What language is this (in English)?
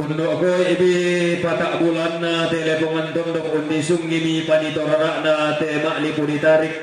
Toraja-Sa'dan